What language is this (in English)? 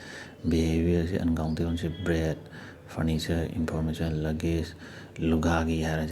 Manipuri